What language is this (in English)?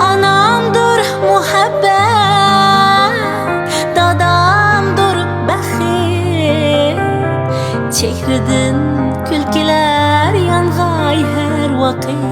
Uyghur